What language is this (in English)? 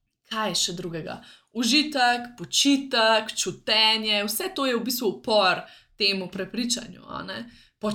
Slovenian